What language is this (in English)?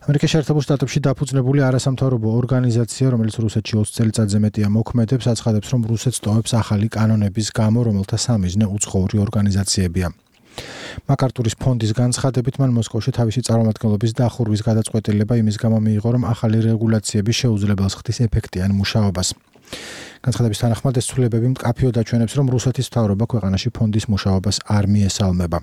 Georgian